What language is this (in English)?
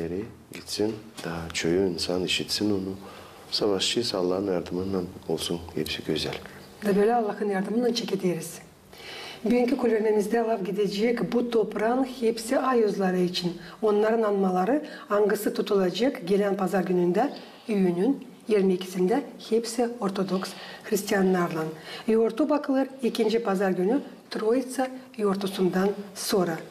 Gagauz